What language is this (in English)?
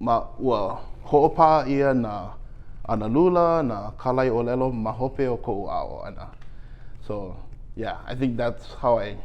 Hawaiian